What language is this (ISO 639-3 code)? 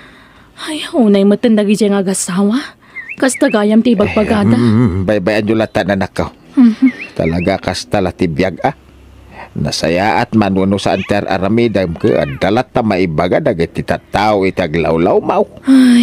ilo